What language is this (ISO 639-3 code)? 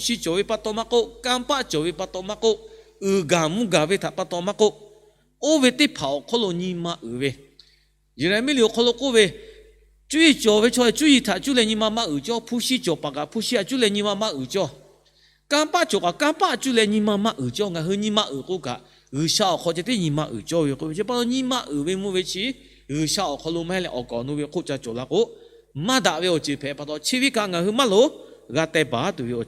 lhu